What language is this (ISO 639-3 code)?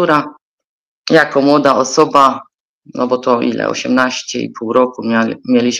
pol